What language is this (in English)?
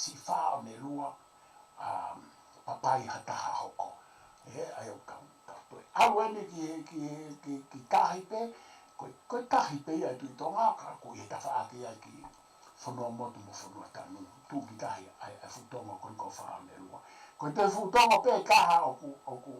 Tongan